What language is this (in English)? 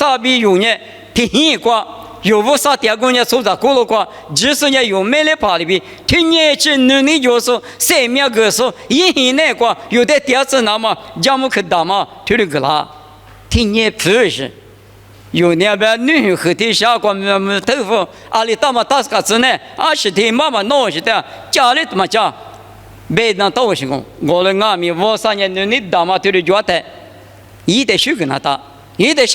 Lisu